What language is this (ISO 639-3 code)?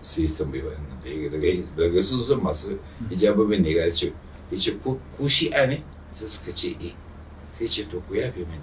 hau